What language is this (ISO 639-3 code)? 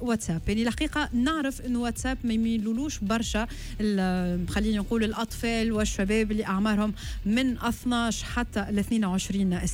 aeb